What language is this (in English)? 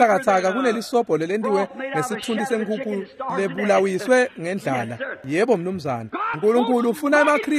Swati